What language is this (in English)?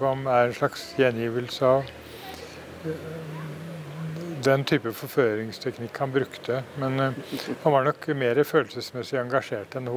Norwegian